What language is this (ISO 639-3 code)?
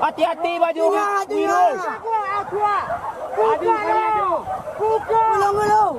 min